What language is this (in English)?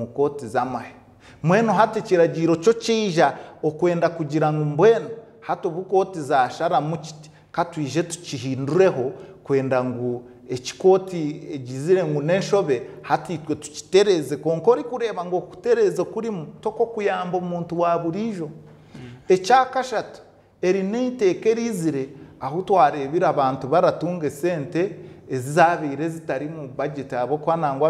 Nyankole